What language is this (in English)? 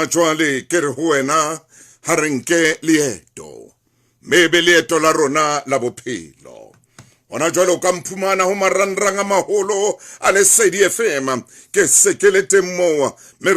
Southern Sotho